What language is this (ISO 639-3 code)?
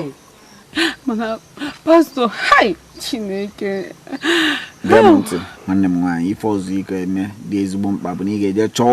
ibo